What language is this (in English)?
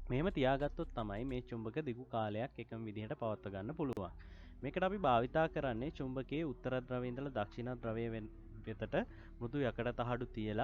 Sinhala